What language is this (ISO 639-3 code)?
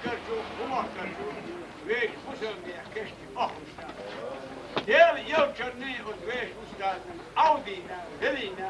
che